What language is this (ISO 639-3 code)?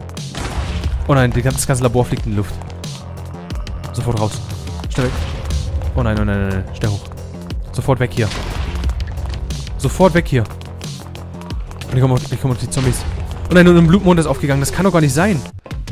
deu